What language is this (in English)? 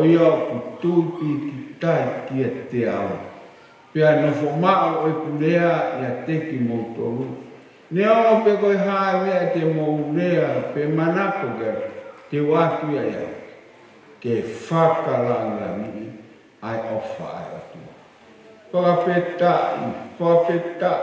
Tongan